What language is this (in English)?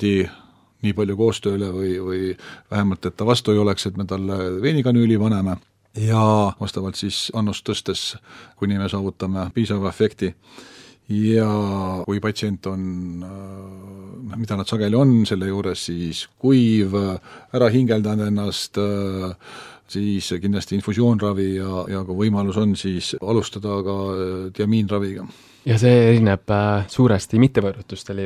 Estonian